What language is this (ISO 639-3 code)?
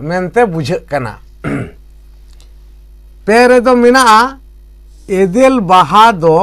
sat